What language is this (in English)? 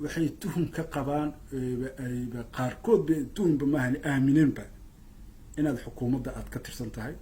Somali